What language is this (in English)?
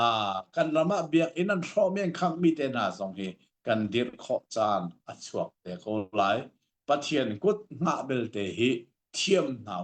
Hakha Chin